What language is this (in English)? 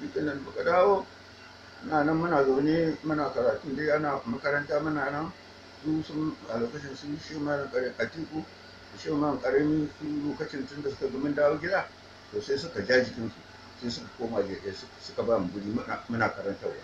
Hausa